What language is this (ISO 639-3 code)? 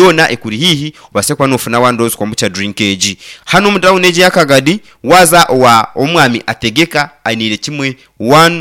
nyn